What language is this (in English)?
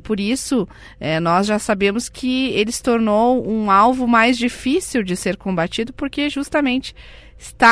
Portuguese